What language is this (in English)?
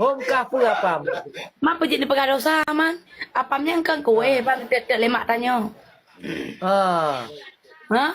Achinese